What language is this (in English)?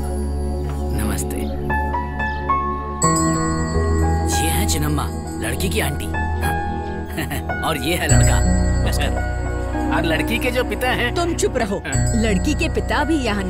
Hindi